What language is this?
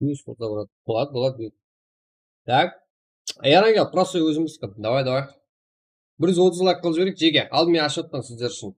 Kara-Kalpak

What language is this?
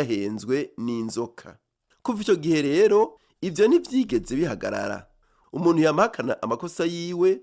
Rundi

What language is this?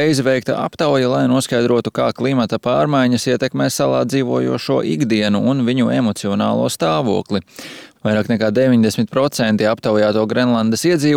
Latvian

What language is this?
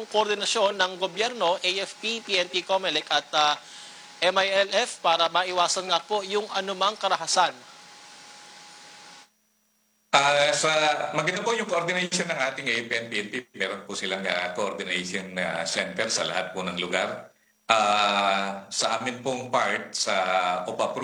Filipino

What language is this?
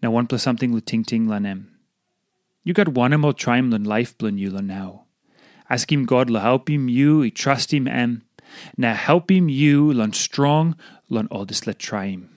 Tok Pisin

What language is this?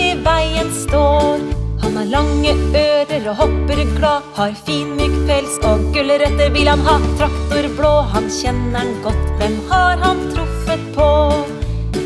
Norwegian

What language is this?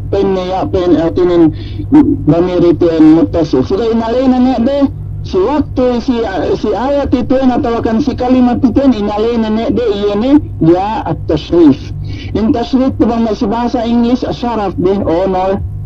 Yakan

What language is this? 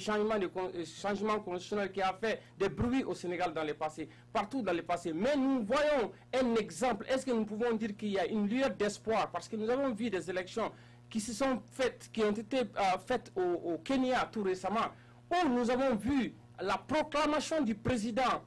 French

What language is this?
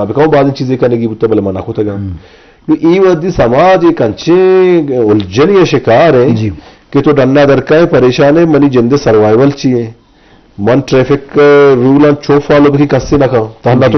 Eastern Balochi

